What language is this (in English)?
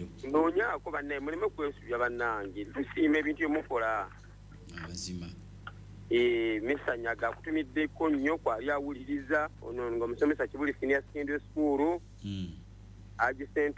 Ganda